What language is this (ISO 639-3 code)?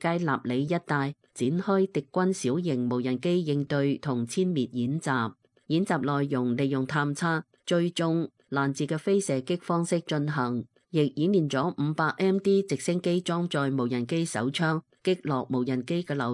yue